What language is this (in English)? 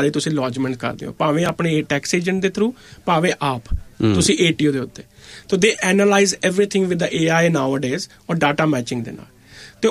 Punjabi